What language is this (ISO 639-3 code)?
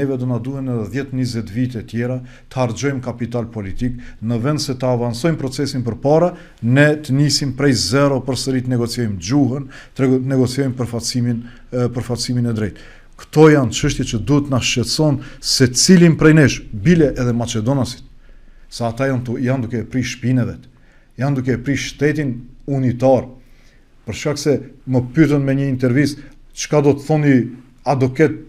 sqi